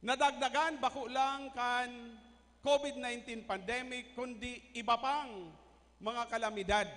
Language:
Bikol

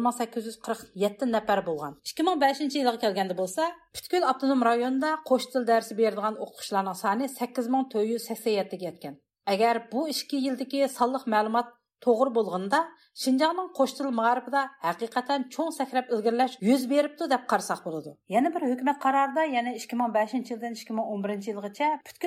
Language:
Uyghur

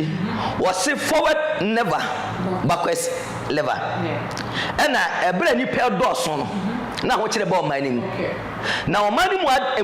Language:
Akan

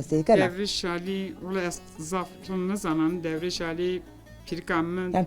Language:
Zaza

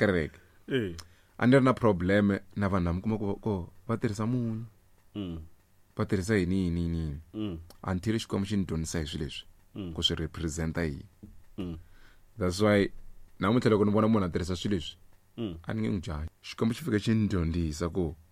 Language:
Tsonga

